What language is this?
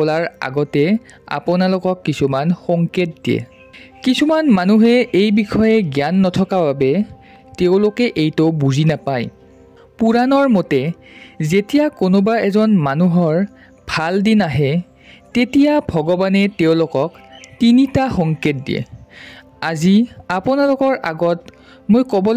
Assamese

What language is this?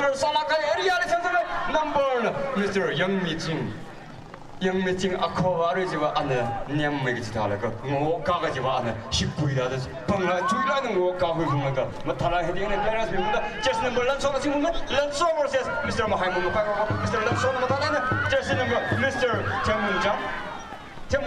Tangkhul Naga (India)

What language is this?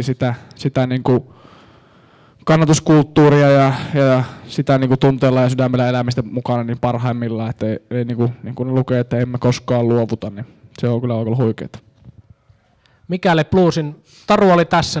Finnish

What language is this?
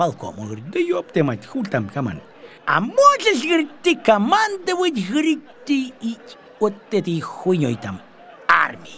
Russian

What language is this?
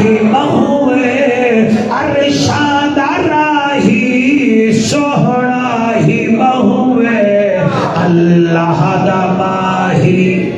Saraiki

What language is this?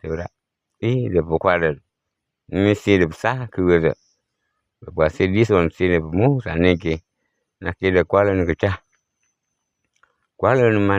S'gaw Karen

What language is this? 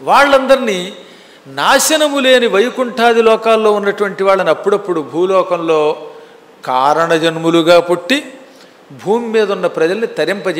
Telugu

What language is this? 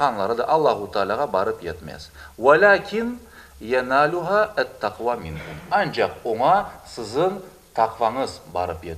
Crimean Tatar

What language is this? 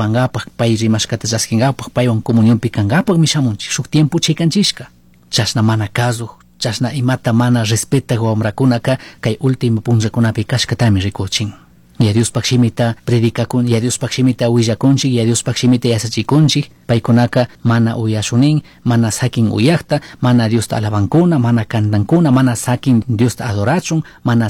Chimborazo Highland Quichua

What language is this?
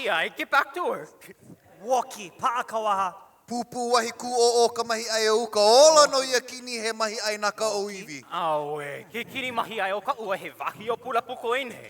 Hawaiian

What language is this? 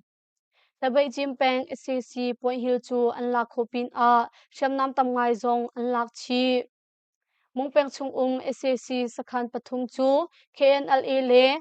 Hakha Chin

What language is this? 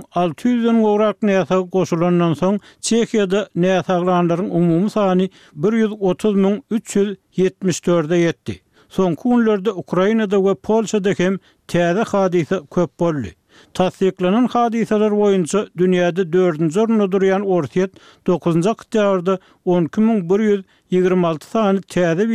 Turkmen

